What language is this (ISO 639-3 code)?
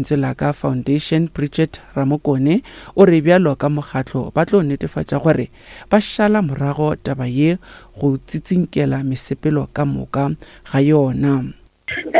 nso